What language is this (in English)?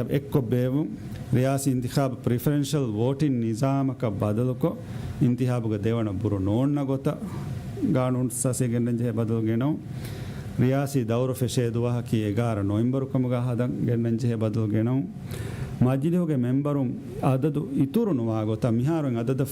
Divehi